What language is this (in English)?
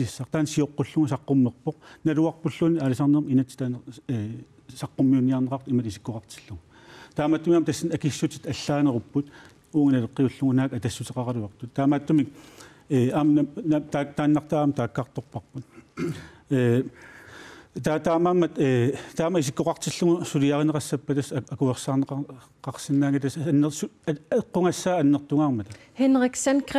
Kalaallisut